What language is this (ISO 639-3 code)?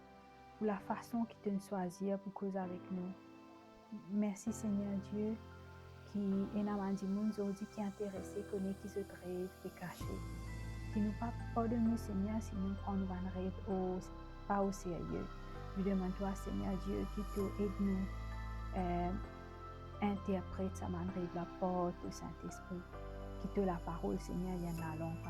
mfe